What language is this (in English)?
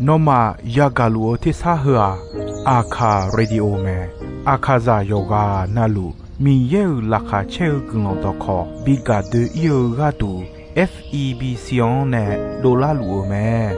Akha